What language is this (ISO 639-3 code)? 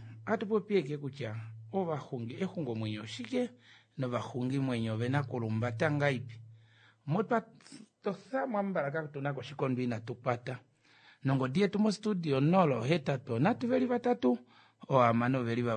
kua